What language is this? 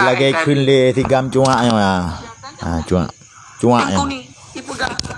Achinese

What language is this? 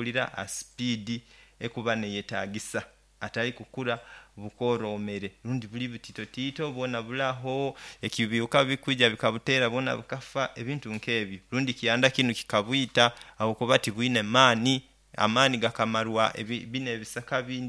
Nyoro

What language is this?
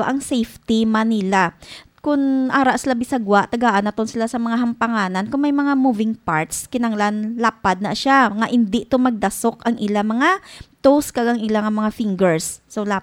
Hiligaynon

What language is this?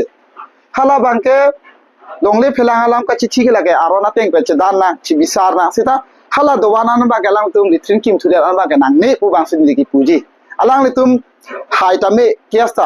Karbi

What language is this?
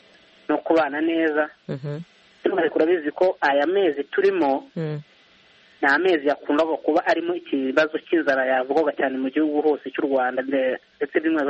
Kinyarwanda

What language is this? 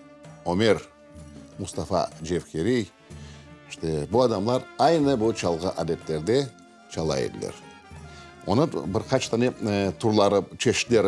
Crimean Tatar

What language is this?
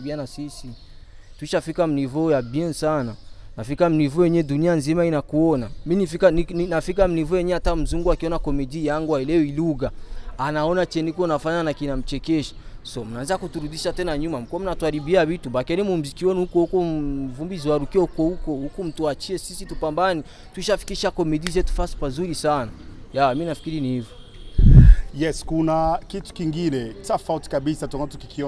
Swahili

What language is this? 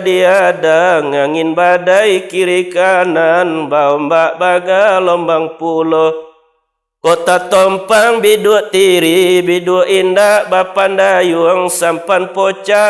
Minangkabau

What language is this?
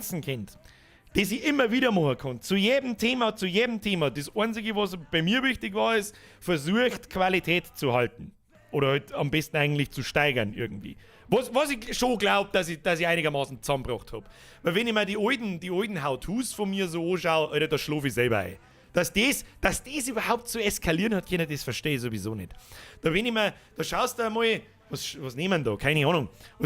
Bavarian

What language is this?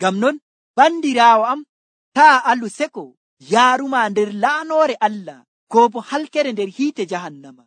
Nigerian Fulfulde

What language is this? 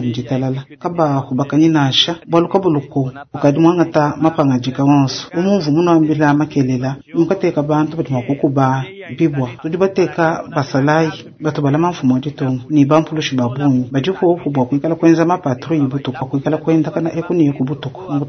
Luba-Lulua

